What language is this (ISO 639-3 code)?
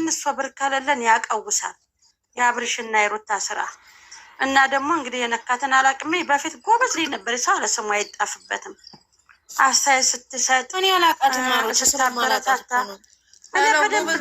amh